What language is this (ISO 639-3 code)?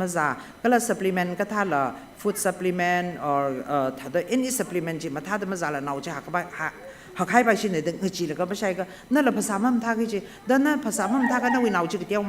nmf